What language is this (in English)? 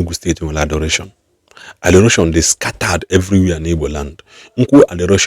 Igbo